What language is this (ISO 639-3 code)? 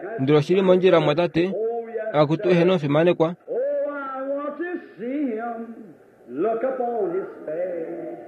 kua